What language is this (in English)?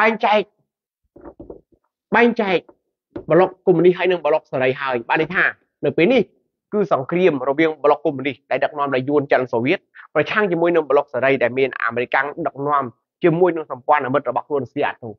Khmer